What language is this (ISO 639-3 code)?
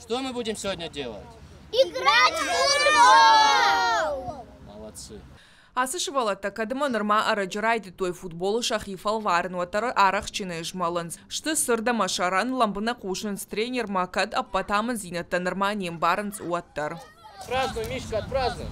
oss